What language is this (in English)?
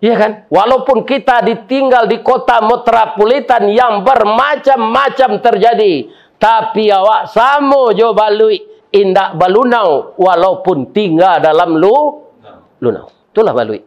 Minangkabau